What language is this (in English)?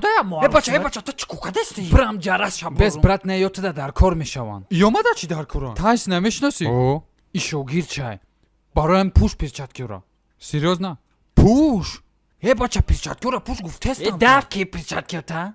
Tajik